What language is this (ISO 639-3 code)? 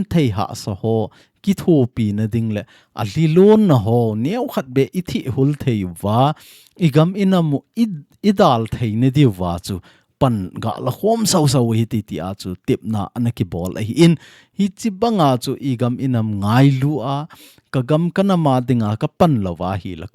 tcz